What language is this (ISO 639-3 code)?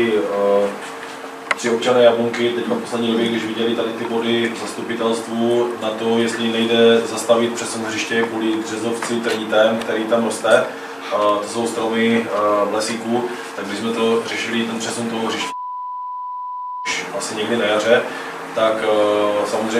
ces